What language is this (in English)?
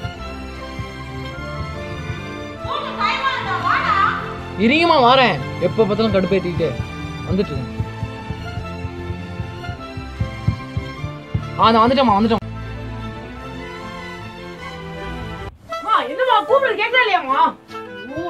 Tamil